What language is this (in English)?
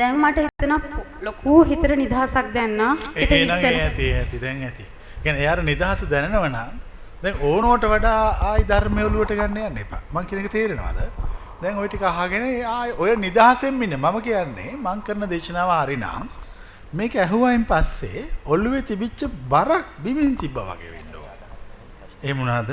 Sinhala